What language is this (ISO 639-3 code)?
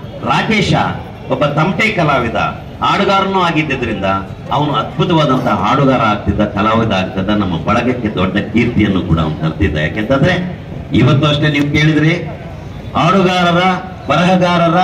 kan